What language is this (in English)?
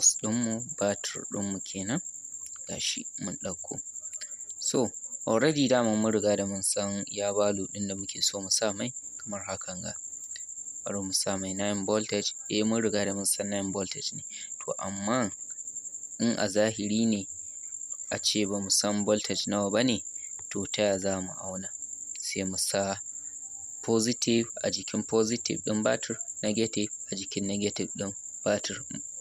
Hausa